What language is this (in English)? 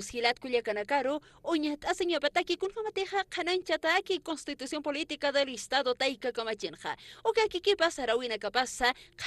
Aymara